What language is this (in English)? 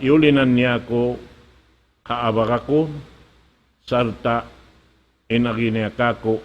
Tausug